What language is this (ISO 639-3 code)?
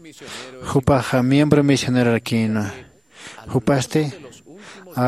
aym